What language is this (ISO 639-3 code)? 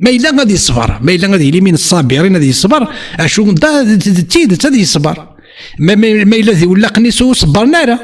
kab